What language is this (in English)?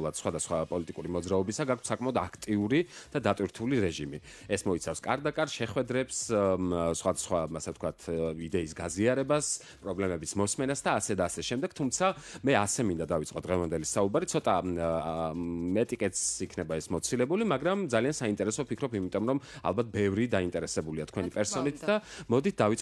Georgian